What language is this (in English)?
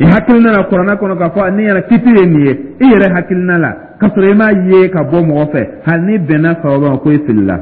Dyula